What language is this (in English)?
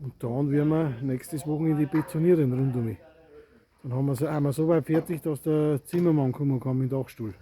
Bavarian